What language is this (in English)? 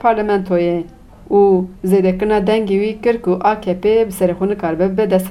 Kurdish